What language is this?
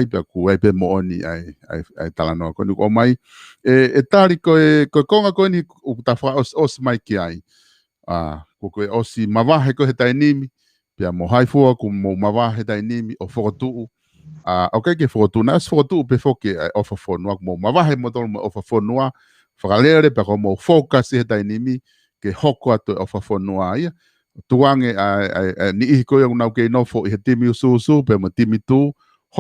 Tongan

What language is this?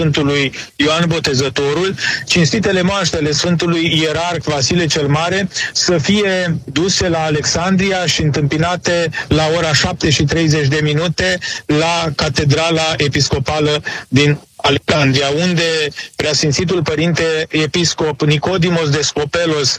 Romanian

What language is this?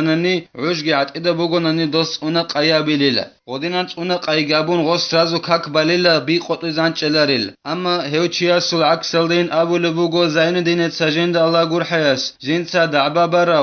Avaric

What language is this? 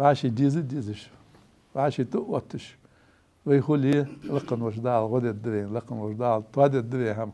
Ingush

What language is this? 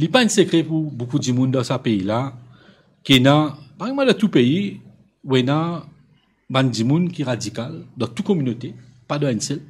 Morisyen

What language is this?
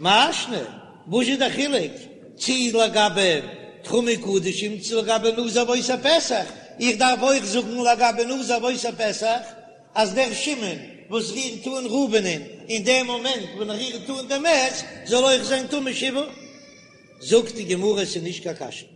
Yiddish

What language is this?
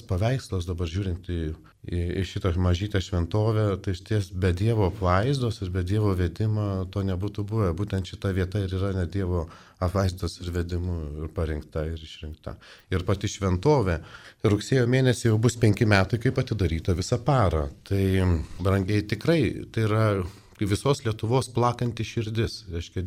Lithuanian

